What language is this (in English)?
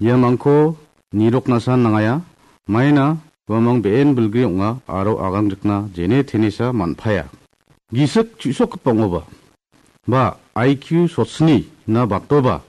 Garo